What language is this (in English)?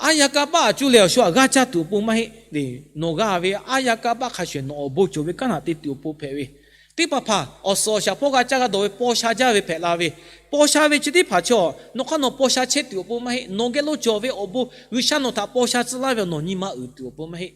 Lahu